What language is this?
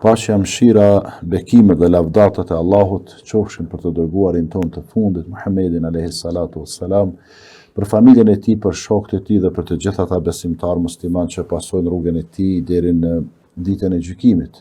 Albanian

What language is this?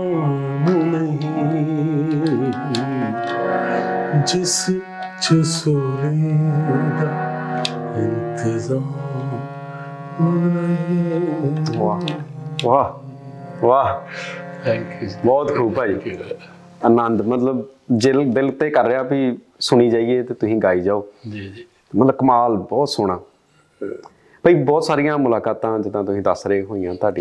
Punjabi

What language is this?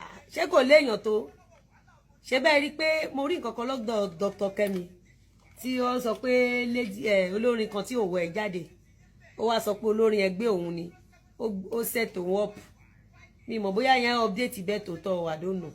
Yoruba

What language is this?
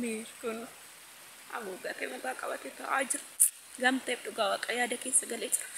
Oromo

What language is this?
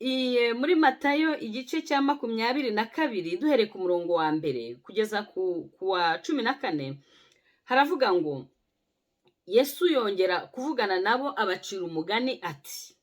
Kinyarwanda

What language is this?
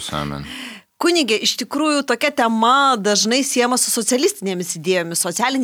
Lithuanian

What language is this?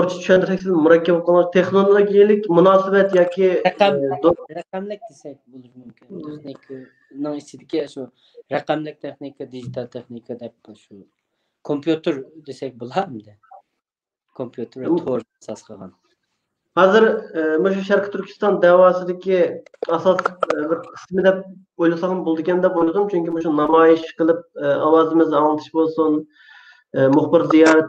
Uyghur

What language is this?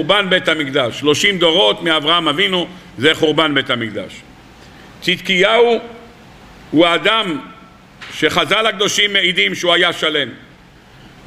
Hebrew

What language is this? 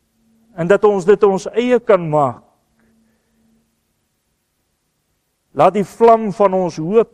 Afrikaans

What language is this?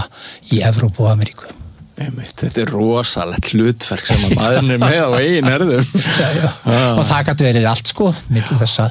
Icelandic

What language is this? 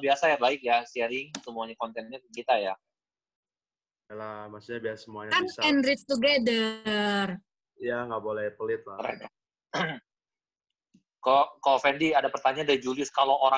Indonesian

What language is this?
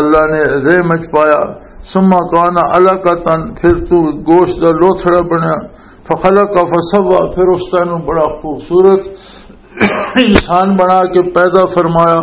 Western Panjabi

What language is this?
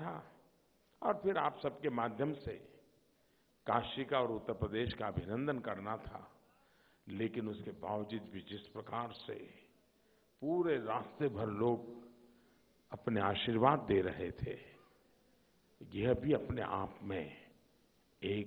Hindi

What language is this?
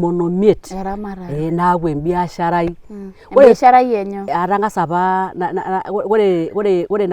Masai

